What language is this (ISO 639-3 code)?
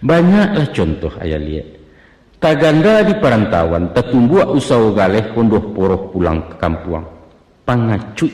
min